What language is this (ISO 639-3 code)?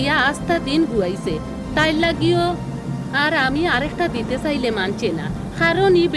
syl